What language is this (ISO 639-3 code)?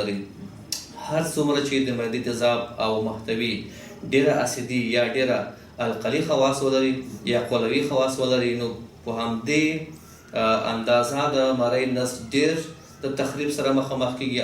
pus